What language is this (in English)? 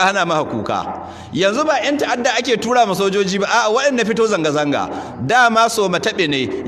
Hausa